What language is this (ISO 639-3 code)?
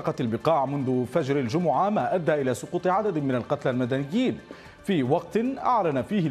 ara